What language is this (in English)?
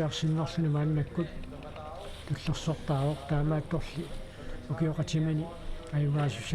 Kalaallisut